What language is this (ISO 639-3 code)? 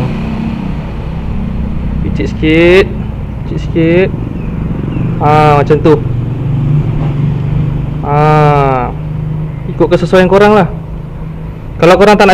msa